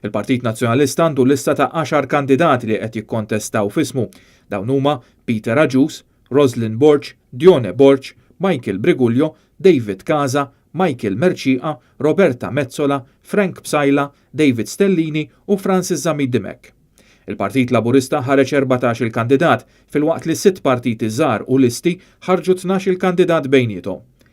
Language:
Maltese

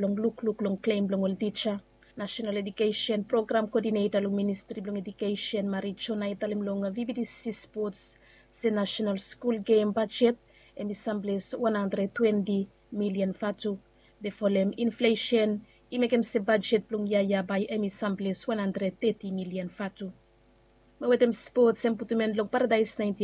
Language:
Bislama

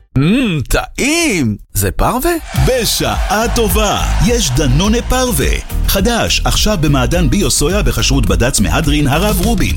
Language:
Hebrew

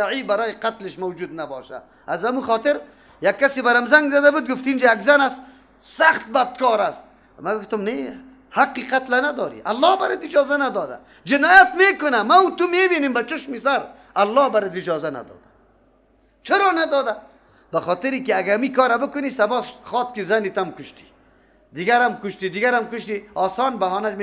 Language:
Persian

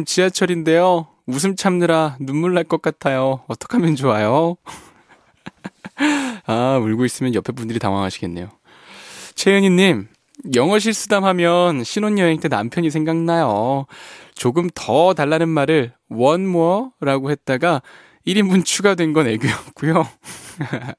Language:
Korean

